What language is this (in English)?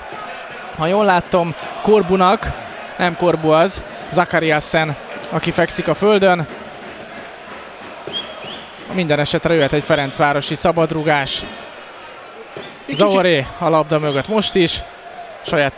Hungarian